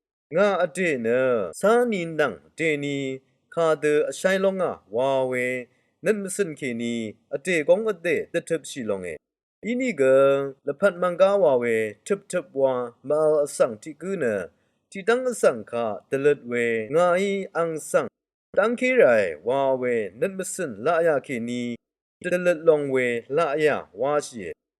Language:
Rawang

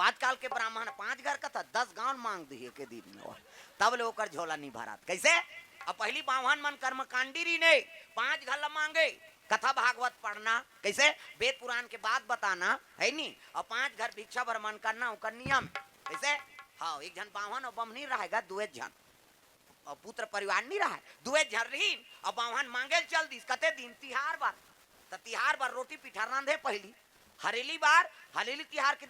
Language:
Chhattisgarhi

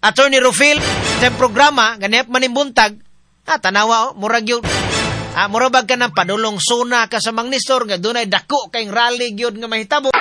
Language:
Cebuano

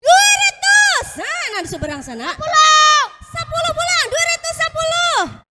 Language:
Banjar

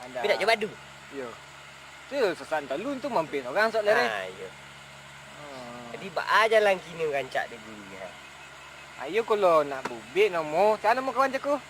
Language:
Minangkabau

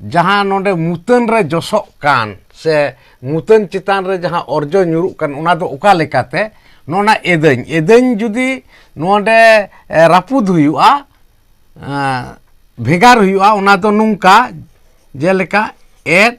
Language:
Santali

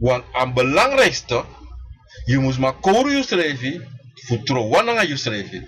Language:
Sranan Tongo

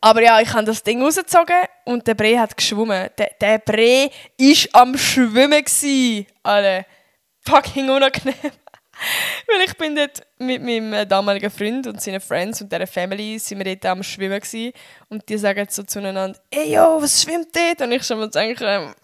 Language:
Swiss German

